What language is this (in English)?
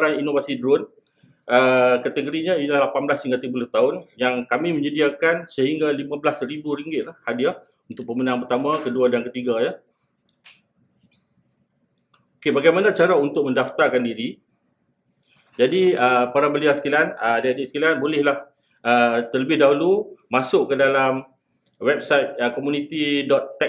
Malay